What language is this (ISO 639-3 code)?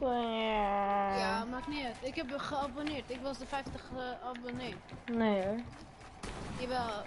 nld